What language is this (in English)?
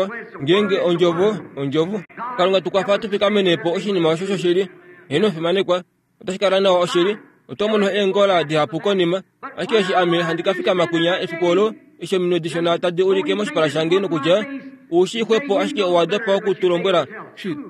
Kuanyama